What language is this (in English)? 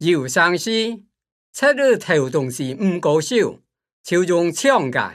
Hakka Chinese